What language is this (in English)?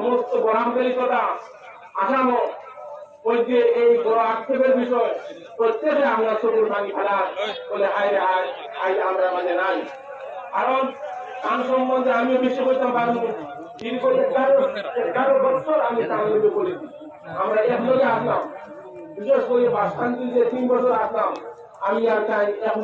Sylheti